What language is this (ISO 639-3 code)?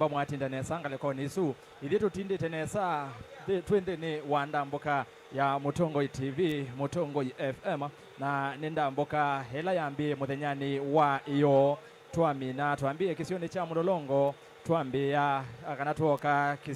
kam